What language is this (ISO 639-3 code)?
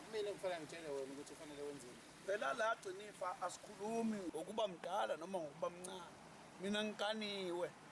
zul